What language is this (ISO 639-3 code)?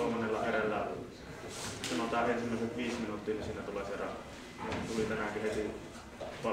fin